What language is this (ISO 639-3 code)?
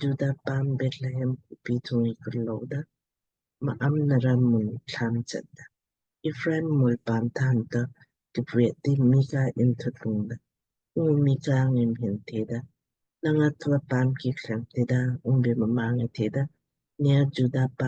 lmk